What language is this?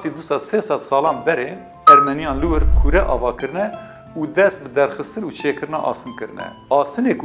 Kurdish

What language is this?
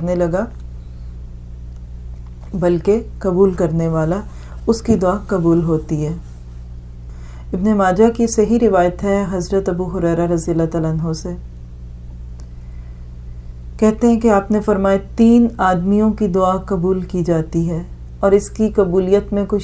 Urdu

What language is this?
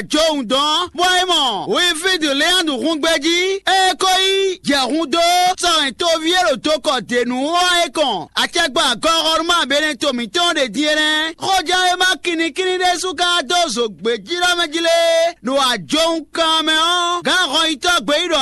Fon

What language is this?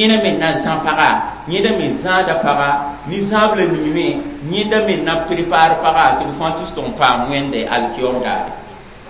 Mossi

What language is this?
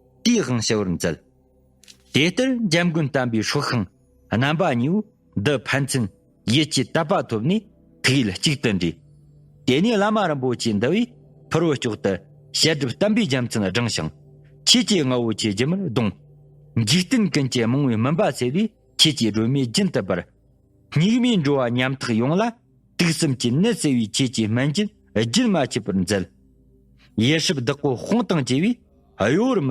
Tibetan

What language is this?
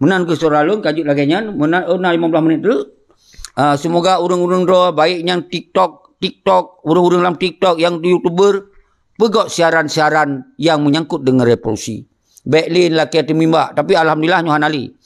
Achinese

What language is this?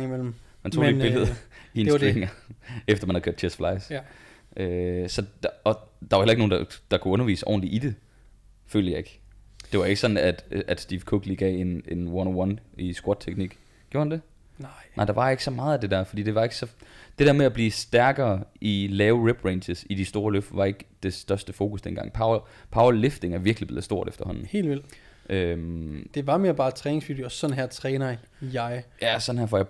Danish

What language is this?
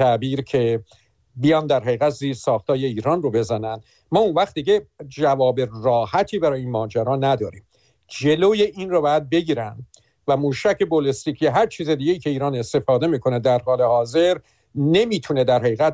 Persian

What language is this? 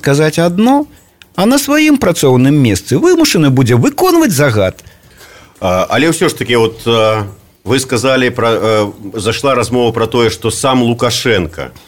Belarusian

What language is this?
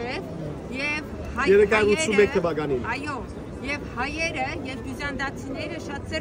Western Armenian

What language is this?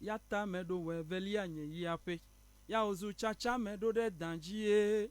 Ewe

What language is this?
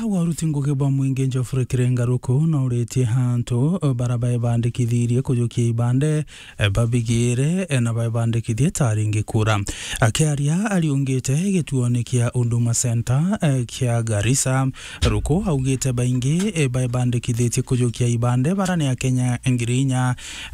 Meru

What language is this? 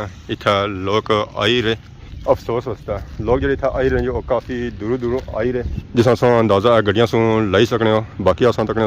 Pahari-Potwari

